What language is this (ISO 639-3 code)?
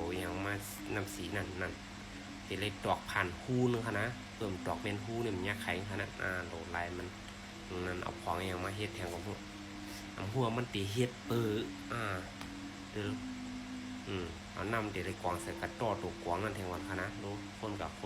shn